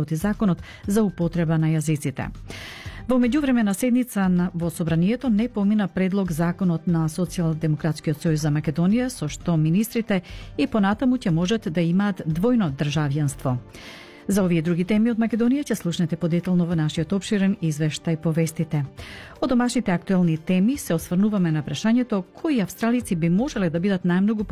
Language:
Macedonian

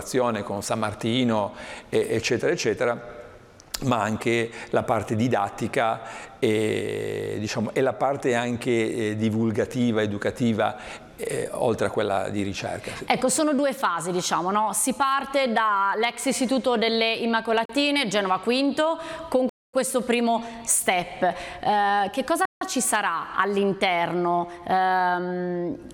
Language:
Italian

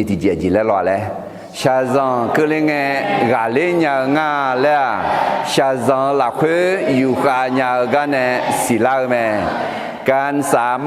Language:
Akha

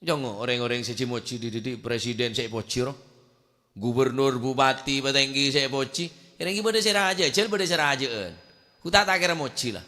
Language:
Madurese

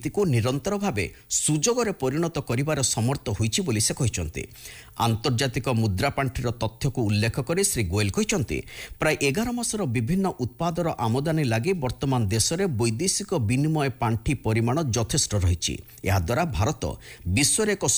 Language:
Odia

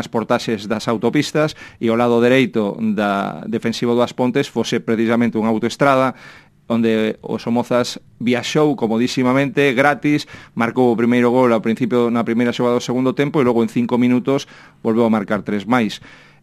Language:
Galician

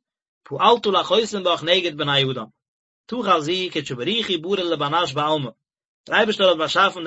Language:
Yiddish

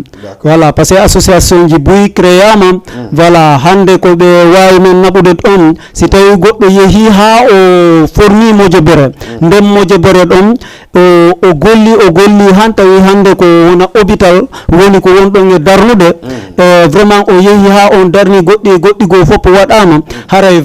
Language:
Fula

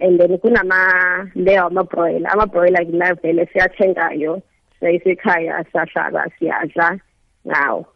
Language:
South Ndebele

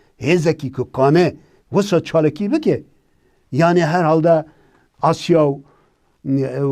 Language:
Kurdish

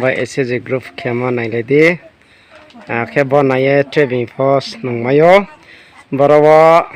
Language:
Riang (India)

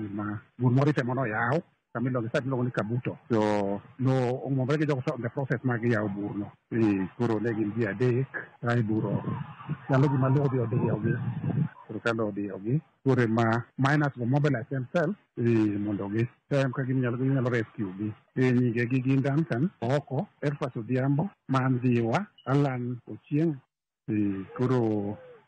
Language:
Luo (Kenya and Tanzania)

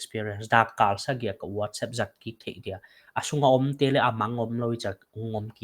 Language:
Paite Chin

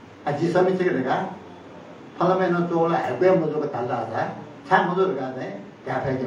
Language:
Newari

